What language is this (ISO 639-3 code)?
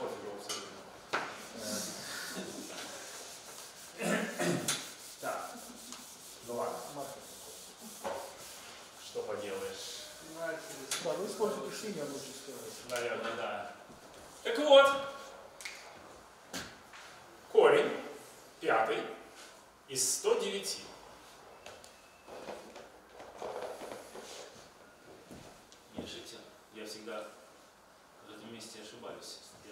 rus